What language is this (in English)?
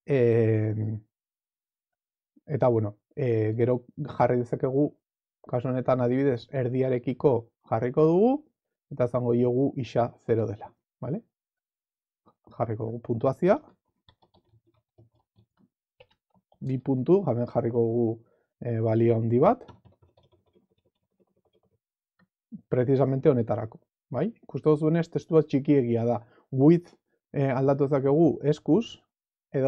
Basque